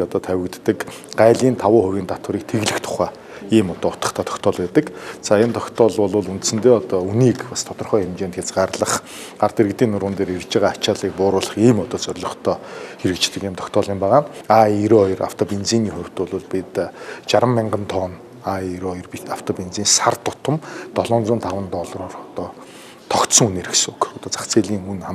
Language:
Mongolian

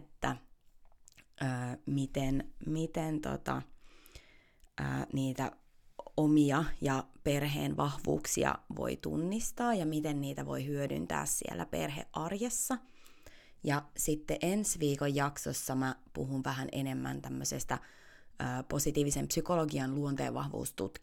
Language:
Finnish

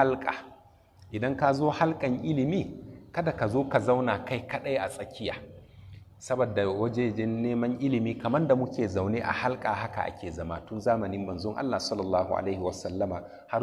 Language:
Hausa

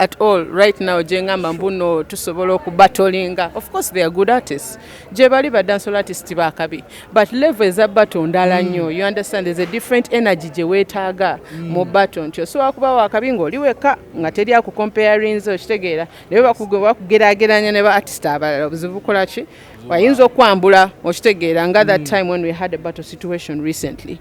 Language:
Ganda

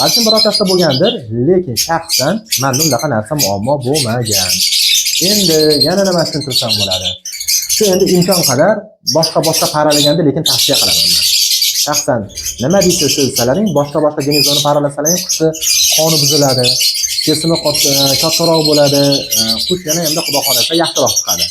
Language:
Uzbek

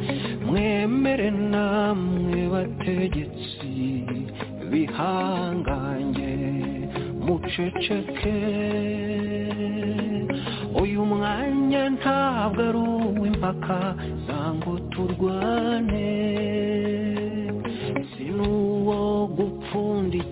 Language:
Kinyarwanda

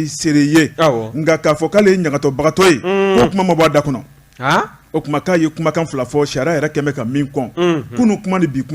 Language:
Bambara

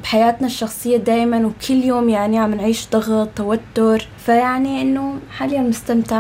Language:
North Levantine Arabic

